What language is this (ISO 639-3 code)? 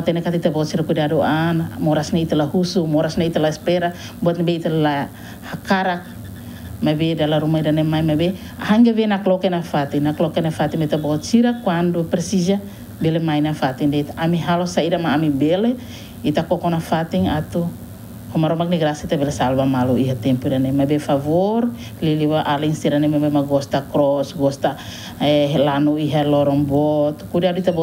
tet